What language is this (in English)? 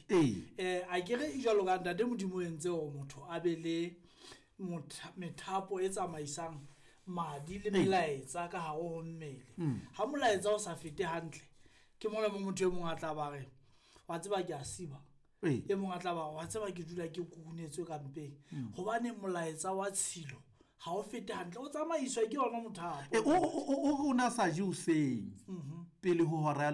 Southern Sotho